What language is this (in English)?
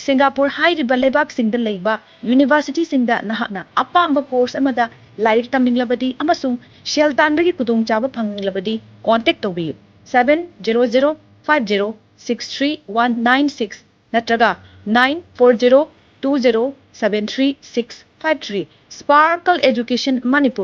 Manipuri